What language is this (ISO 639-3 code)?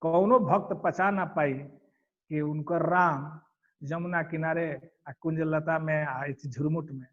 bho